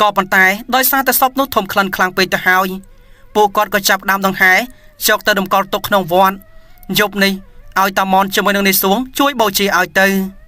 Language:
Khmer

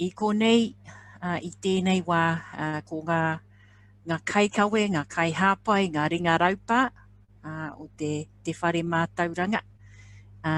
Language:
Māori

